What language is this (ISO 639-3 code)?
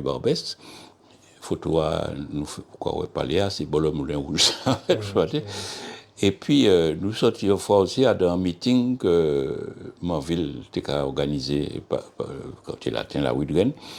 gcf